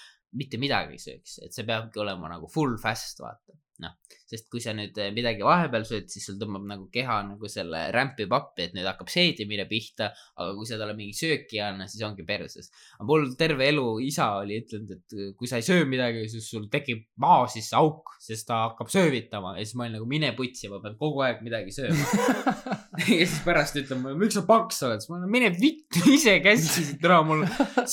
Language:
Estonian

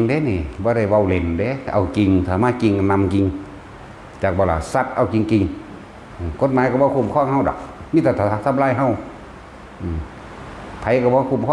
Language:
Northeastern Thai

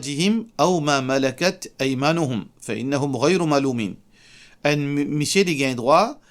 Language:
Morisyen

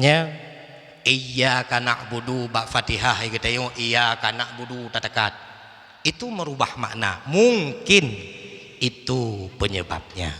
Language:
Achinese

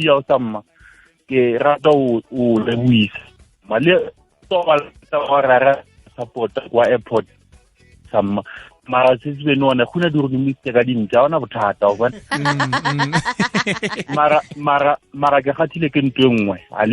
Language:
Northern Sotho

